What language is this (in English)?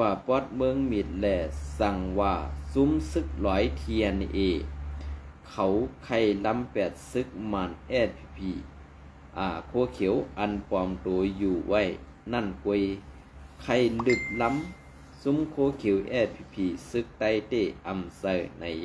Shan